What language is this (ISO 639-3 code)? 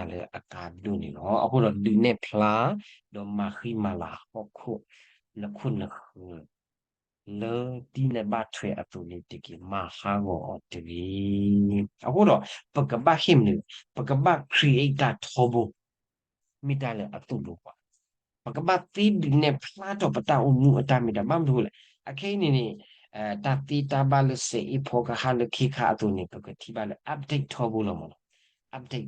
ksw